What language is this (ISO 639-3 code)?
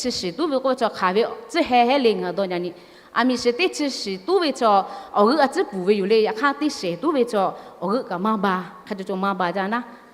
lhu